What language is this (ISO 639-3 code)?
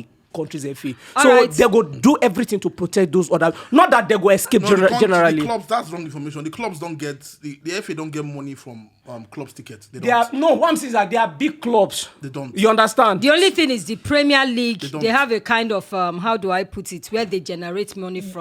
pcm